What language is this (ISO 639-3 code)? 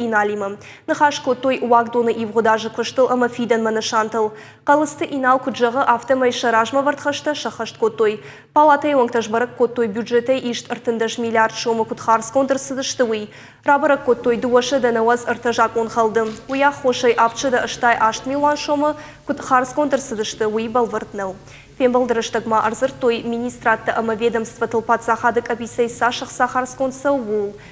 oss